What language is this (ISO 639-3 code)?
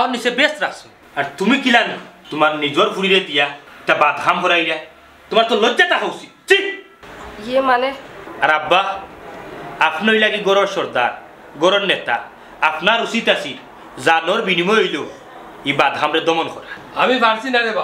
syl